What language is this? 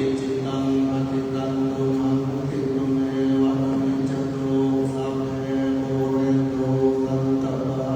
Pali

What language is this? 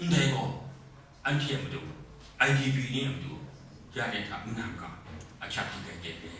Kachin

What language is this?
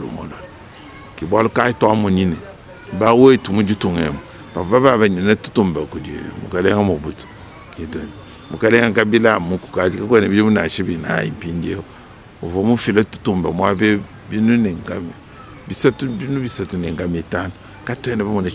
Luba-Lulua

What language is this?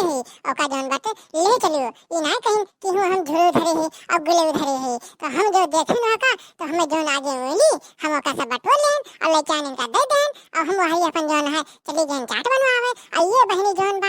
Awadhi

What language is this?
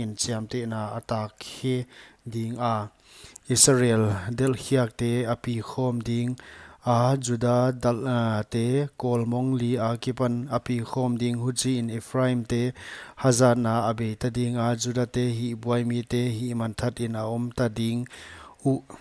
Paite Chin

